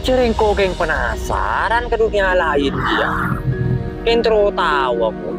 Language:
Madurese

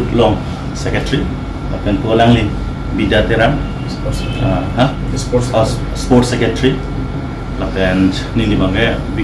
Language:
Karbi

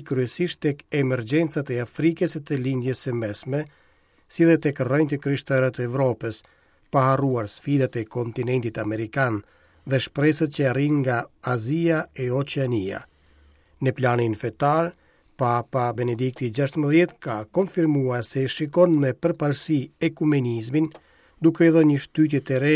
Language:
Albanian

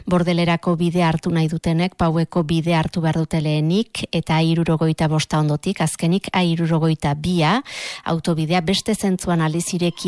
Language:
Basque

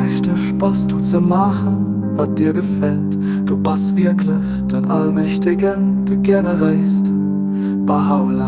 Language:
Luxembourgish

